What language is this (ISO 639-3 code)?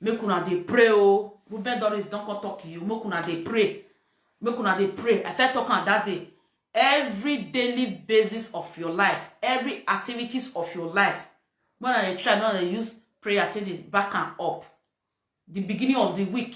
pcm